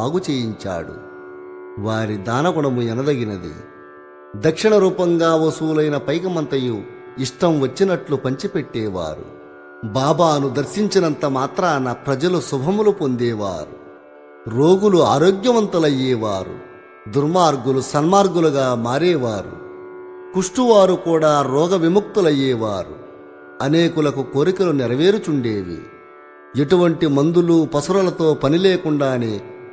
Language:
Telugu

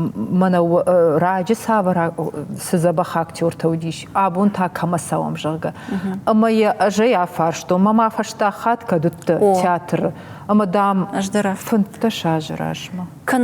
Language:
Ossetic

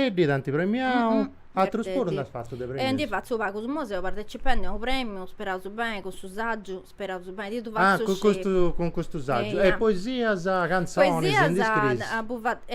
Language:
Sardinian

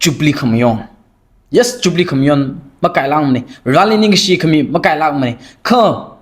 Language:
Tangkhul Naga (India)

